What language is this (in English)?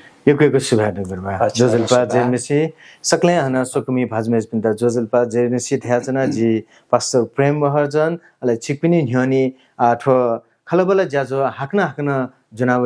Newari